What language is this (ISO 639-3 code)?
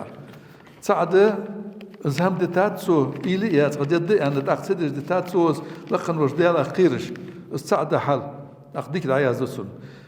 inh